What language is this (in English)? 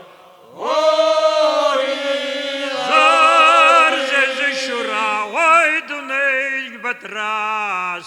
Kabardian